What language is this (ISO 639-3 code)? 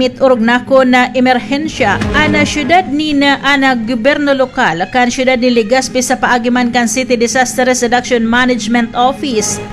bik